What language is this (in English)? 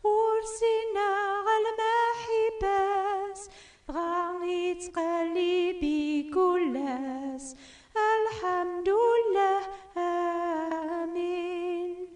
Kabyle